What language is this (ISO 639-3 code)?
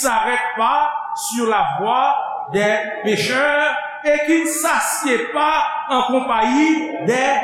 hat